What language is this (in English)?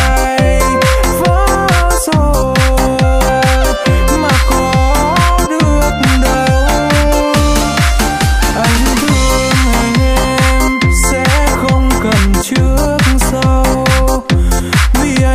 Vietnamese